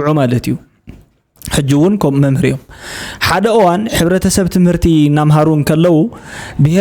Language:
Tigrinya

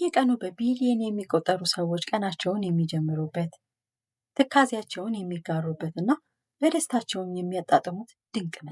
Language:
Amharic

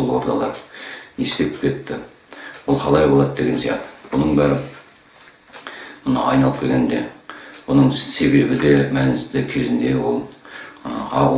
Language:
Kazakh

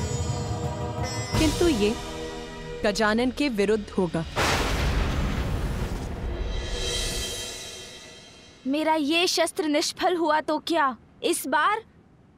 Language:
Hindi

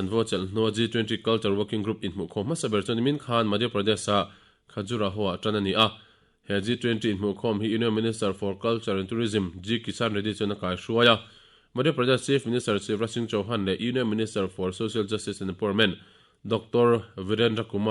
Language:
Mizo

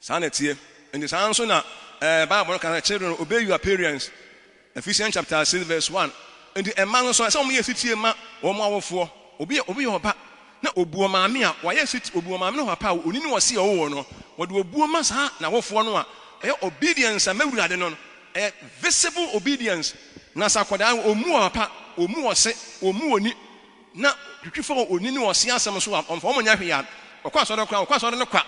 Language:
Akan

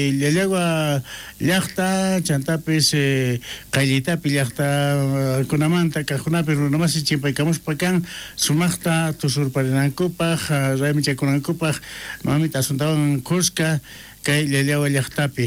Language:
South Bolivian Quechua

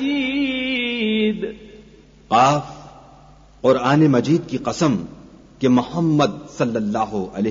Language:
Urdu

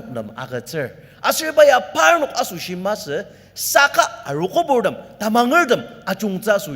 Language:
Ao Naga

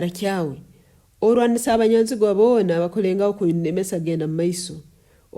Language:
Nyoro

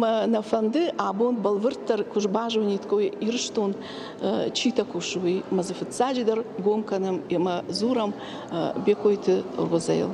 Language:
Ossetic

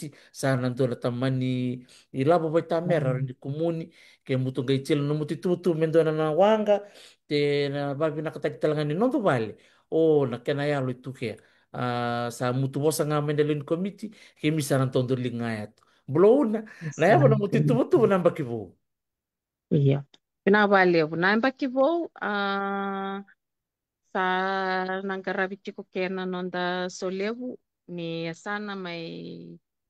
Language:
Fijian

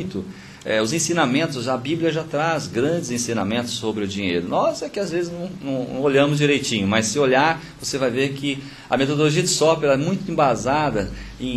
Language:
Portuguese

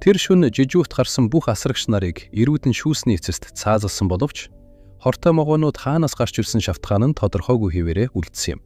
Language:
Mongolian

